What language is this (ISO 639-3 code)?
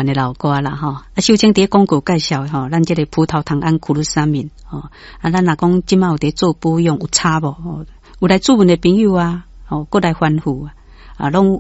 nan